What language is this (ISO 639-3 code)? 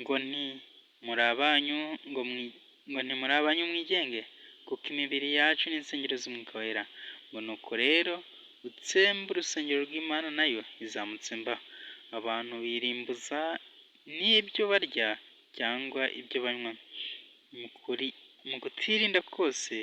kin